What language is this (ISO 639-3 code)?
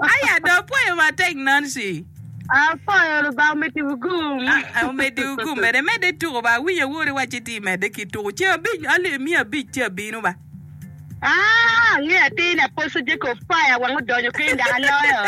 ach